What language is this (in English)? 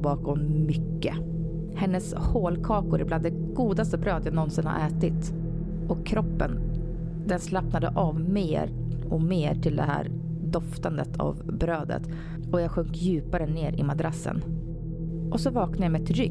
Swedish